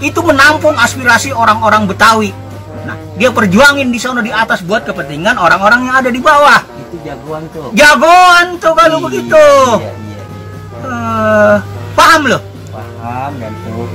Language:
Betawi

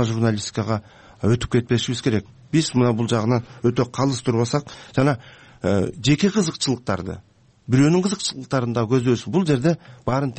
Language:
Kyrgyz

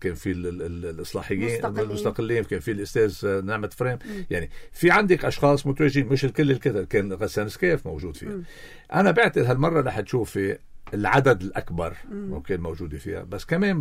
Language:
North Levantine Arabic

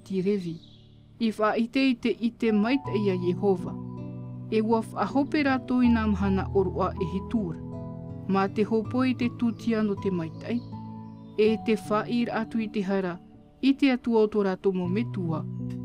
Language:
Tahitian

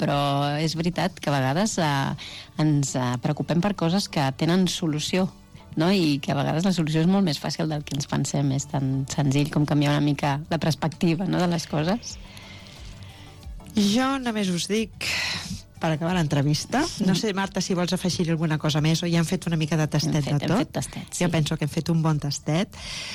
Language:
Catalan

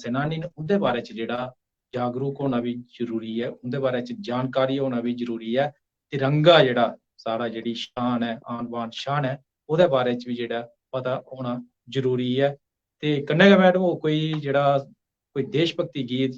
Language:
Dogri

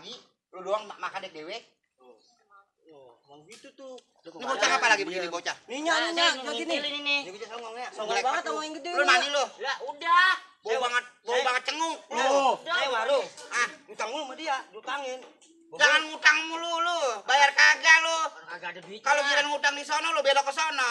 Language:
Betawi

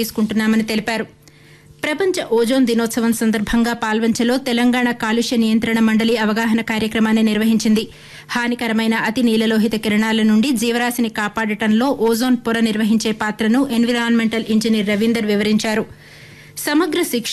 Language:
Telugu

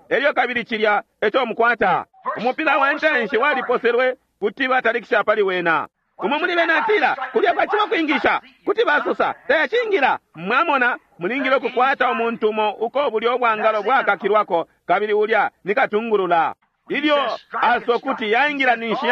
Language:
Bemba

